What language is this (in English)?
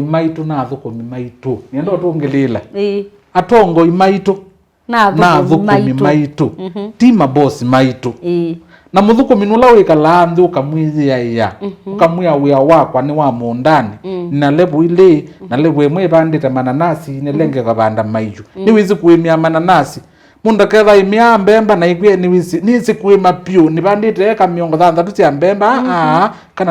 Kamba